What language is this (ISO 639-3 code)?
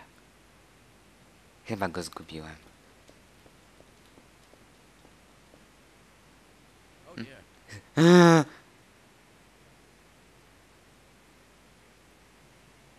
pol